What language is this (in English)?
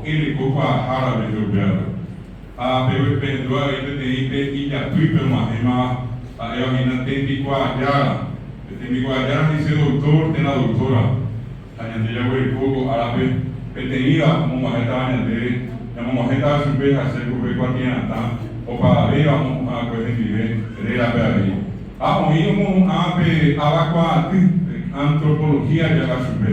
Guarani